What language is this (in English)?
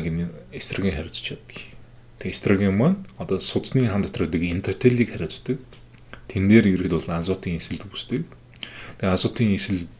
Mongolian